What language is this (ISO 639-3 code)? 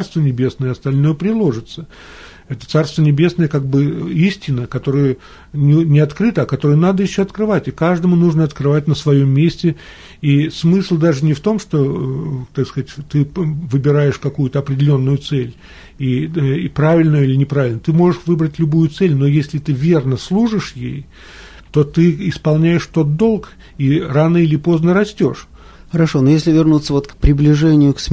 rus